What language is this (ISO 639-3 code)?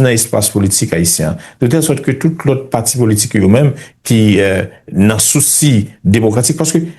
hat